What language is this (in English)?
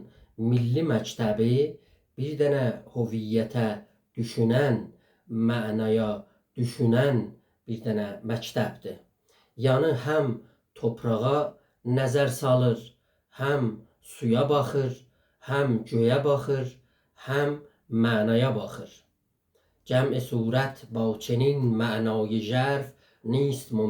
South Azerbaijani